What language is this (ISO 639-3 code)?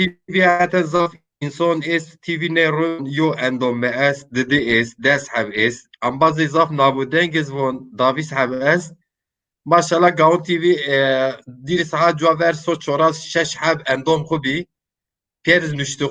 zza